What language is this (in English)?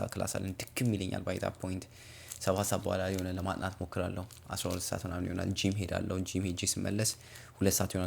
Amharic